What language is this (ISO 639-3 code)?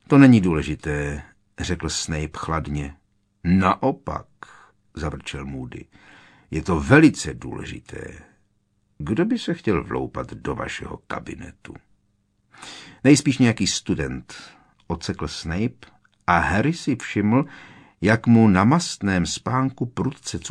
ces